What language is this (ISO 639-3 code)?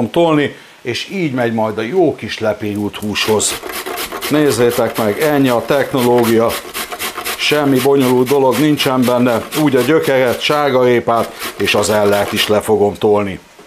hun